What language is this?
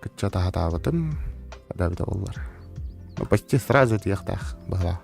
Yakut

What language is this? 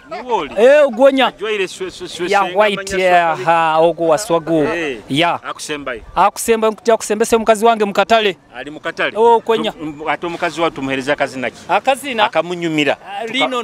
Nyoro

